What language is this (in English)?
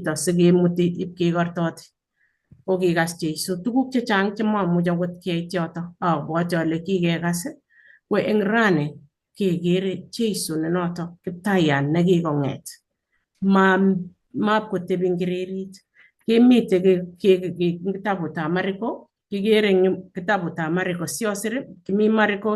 Kalenjin